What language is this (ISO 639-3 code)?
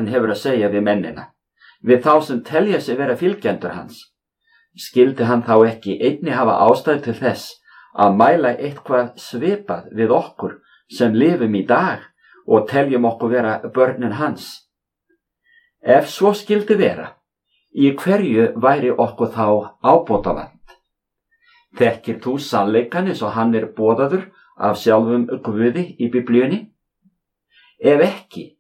isl